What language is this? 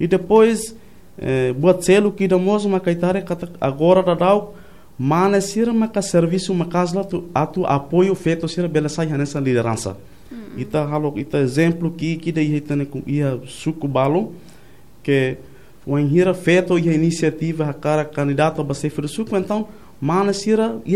Tetum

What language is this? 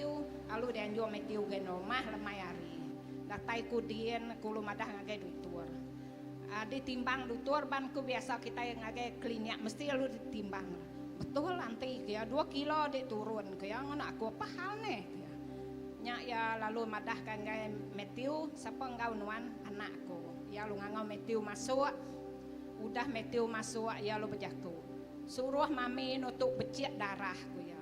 Iban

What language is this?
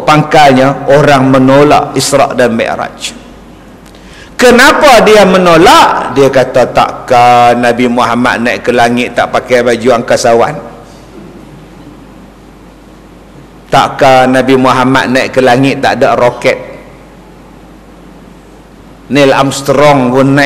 Malay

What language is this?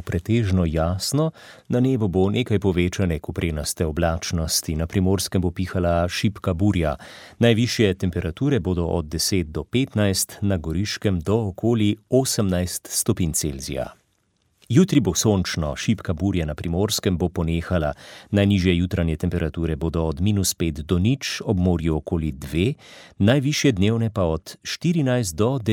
Slovenian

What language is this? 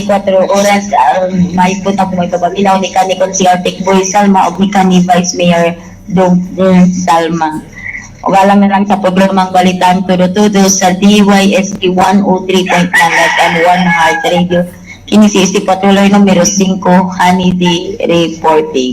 Cebuano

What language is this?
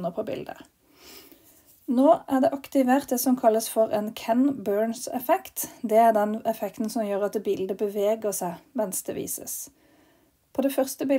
Norwegian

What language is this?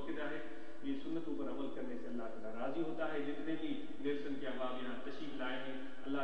Urdu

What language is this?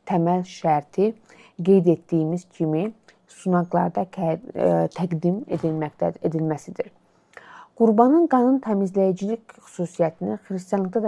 Azerbaijani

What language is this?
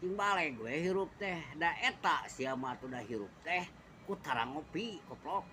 Sundanese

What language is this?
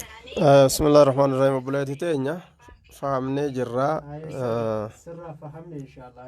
Oromo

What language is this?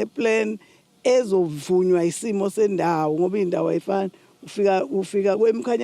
Zulu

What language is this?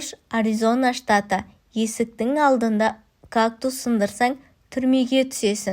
Kazakh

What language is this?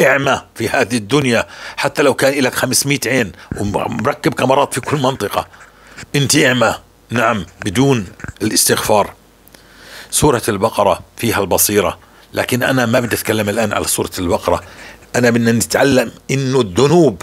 North Levantine Arabic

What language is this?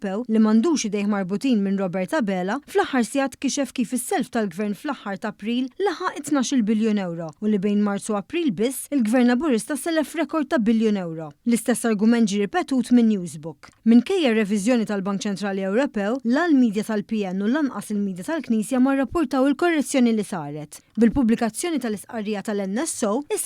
Maltese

